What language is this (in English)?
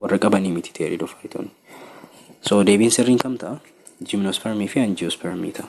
Oromo